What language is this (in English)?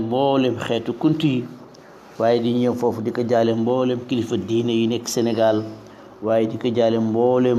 Wolof